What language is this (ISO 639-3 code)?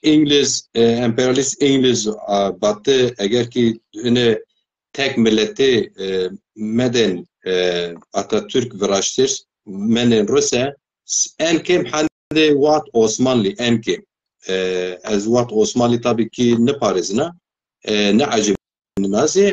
zza